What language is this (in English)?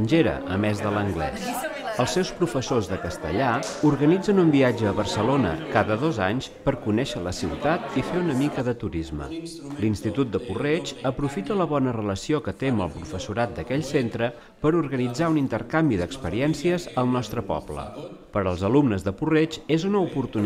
Catalan